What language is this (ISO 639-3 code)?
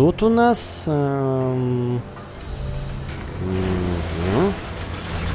rus